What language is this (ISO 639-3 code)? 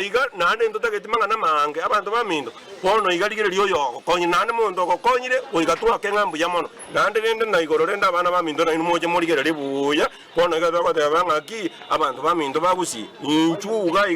guz